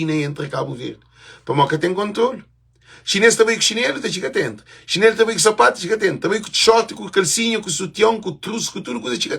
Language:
Kabuverdianu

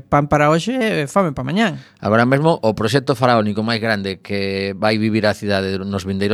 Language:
Galician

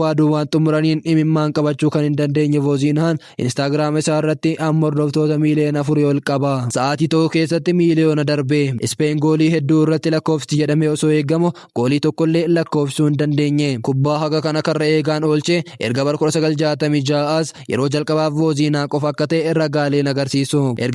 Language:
Oromo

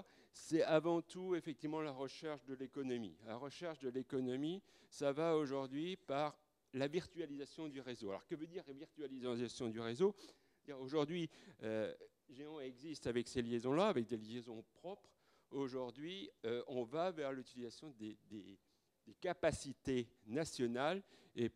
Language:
French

